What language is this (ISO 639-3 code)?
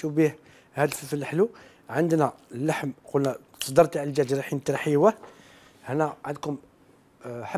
arq